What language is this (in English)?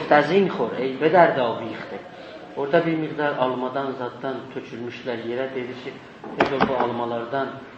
South Azerbaijani